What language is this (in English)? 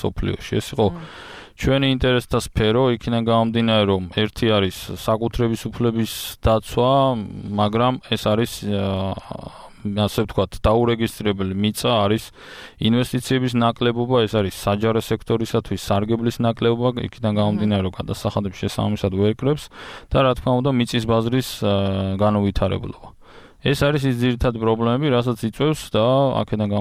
Georgian